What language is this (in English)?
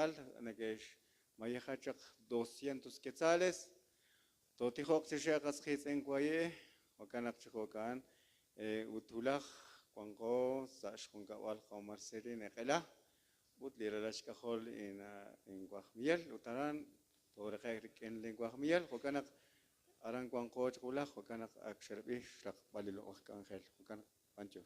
Kekchí